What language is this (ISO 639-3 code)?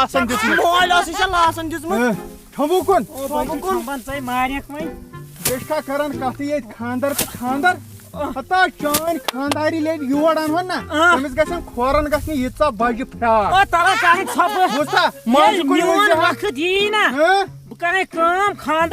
kas